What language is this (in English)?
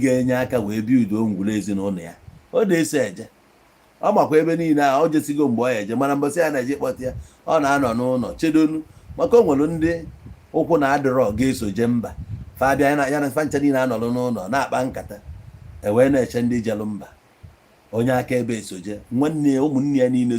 Igbo